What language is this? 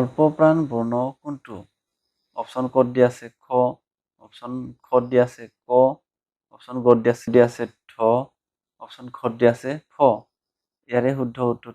Assamese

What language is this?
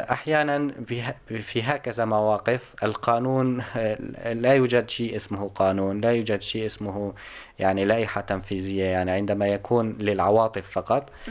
North Levantine Arabic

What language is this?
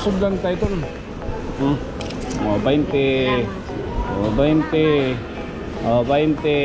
Waray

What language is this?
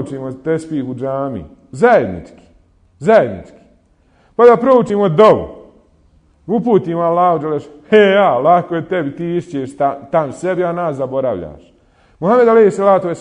Bosnian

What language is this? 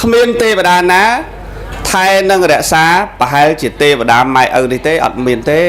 Khmer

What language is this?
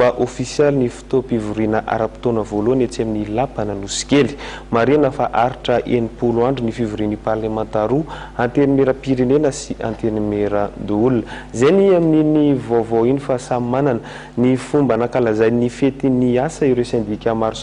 Malagasy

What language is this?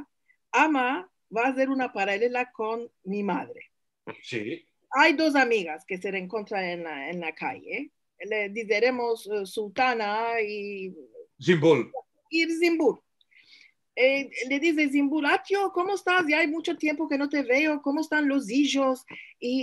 Ladino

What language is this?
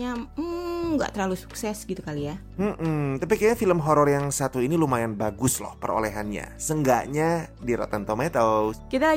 Indonesian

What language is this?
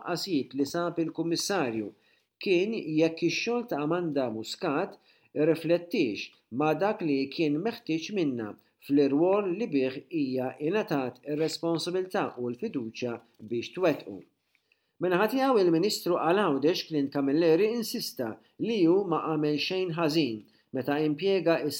Maltese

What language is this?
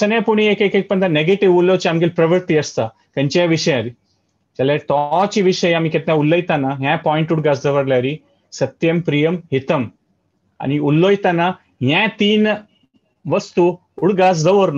Konkani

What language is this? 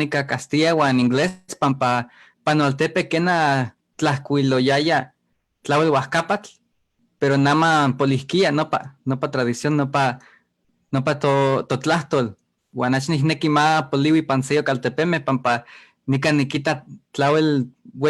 Eastern Huasteca Nahuatl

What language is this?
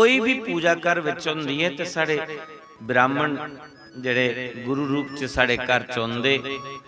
Dogri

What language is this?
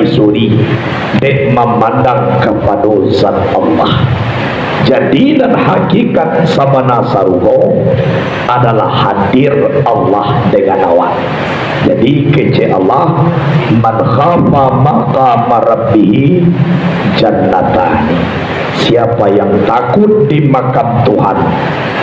Minangkabau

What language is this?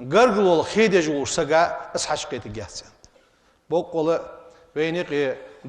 Ingush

